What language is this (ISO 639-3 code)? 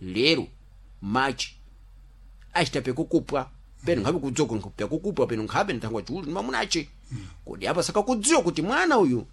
seh